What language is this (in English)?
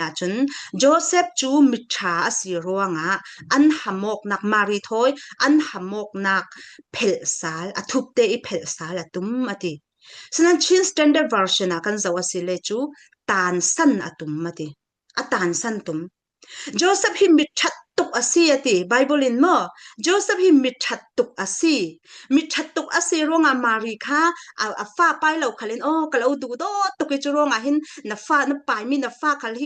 Falam Chin